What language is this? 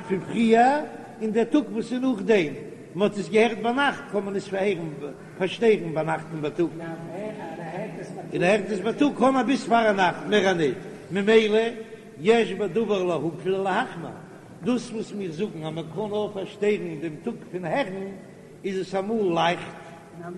Yiddish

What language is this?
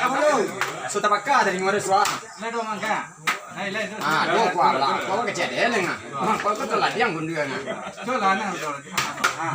Minangkabau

